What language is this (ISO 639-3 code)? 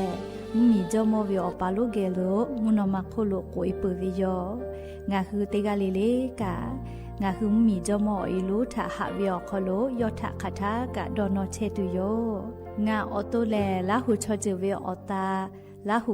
lhu